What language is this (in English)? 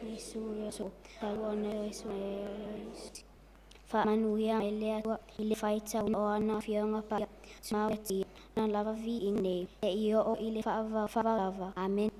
Samoan